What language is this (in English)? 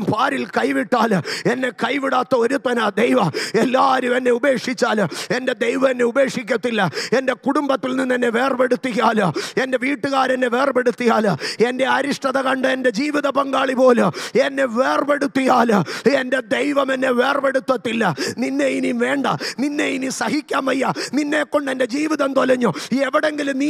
Malayalam